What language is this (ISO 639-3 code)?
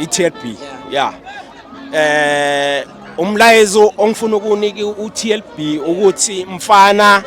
zul